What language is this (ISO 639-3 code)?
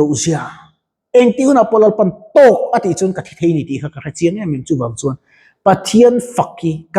lus